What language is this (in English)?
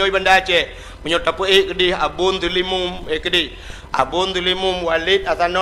Achinese